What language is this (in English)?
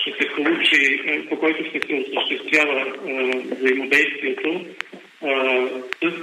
Bulgarian